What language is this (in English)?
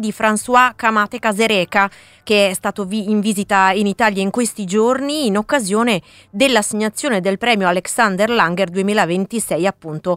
Italian